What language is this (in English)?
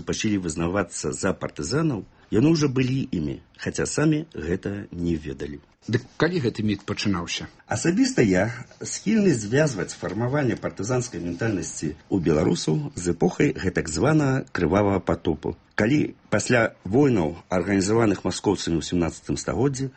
Belarusian